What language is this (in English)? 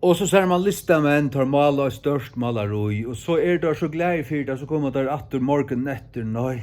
Faroese